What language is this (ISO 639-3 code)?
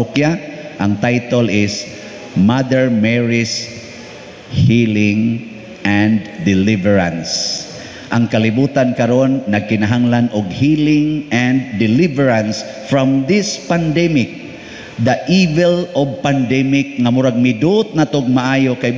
ceb